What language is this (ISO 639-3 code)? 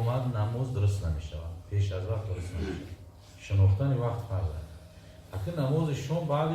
tgk